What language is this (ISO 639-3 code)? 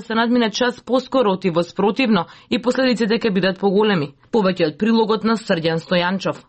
mkd